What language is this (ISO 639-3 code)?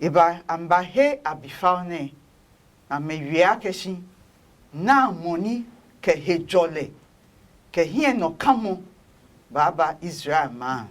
ada